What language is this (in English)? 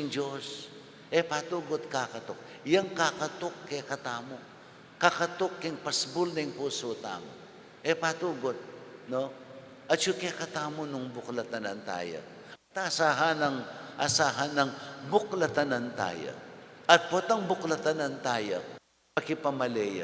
Pampanga